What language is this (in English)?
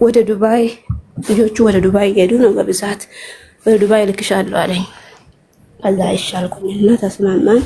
Amharic